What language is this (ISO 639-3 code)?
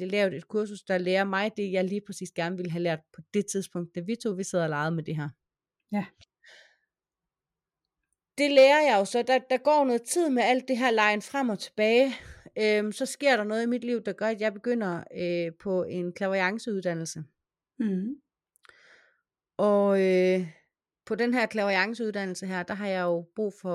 dan